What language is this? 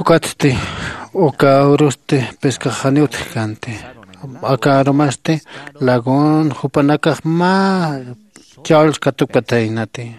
Aymara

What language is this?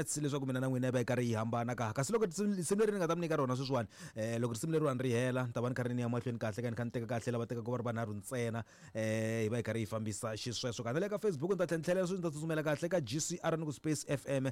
Tsonga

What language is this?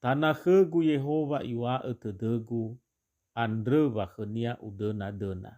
Nias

